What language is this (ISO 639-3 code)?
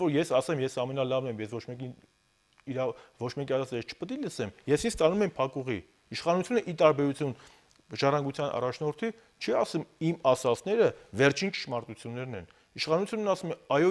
hye